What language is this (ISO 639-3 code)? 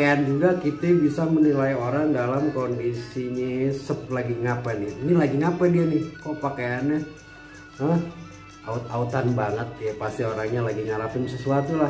bew